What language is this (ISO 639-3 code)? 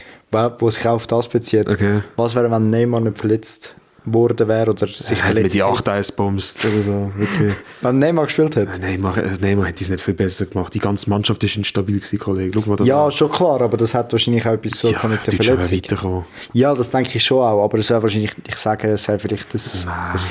gsw